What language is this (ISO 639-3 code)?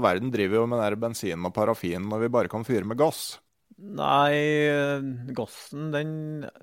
nor